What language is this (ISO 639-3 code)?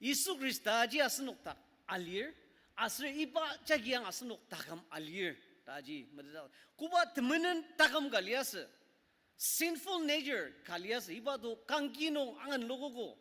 njo